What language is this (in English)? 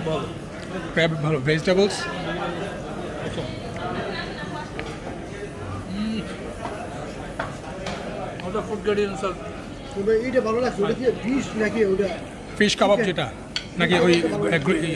Bangla